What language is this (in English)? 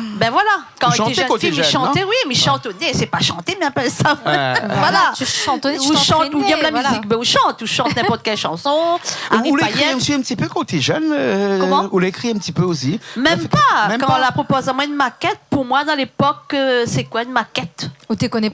Réunion Creole French